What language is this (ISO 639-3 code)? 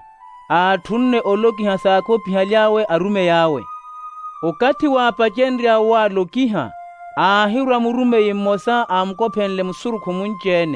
vmw